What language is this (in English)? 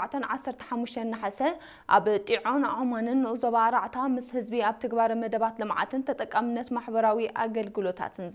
Tigrinya